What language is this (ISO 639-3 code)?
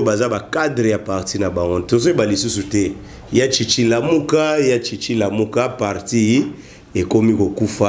lin